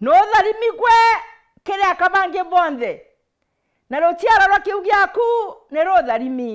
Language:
Meru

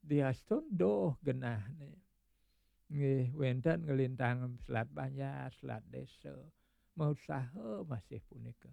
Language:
Balinese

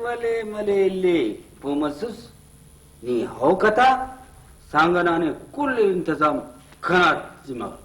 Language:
Brahui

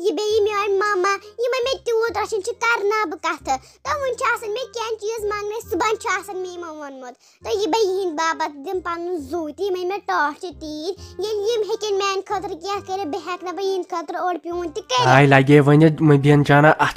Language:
Kashmiri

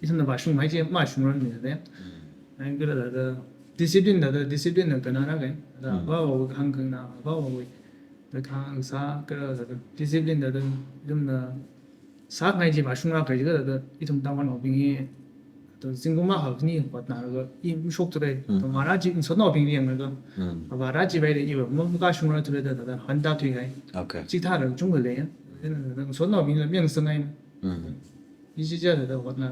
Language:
Tangkhul Naga (India)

